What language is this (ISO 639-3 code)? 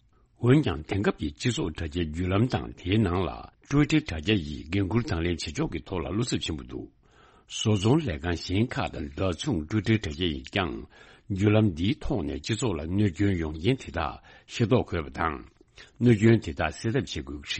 bod